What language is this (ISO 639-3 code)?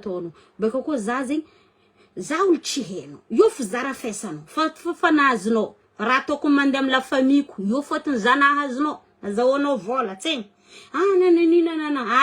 mlg